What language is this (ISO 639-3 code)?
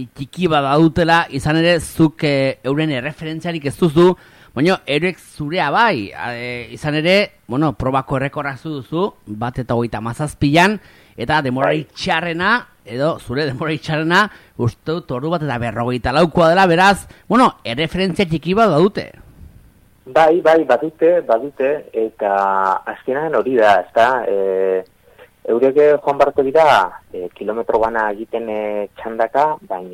eus